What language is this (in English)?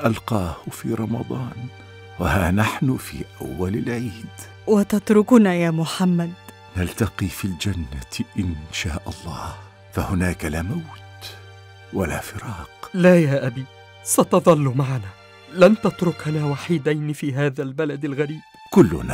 Arabic